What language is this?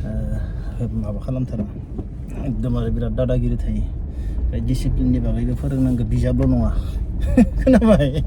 Bodo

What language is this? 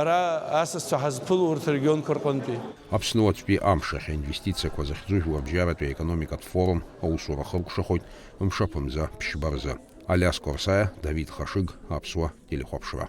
Abkhazian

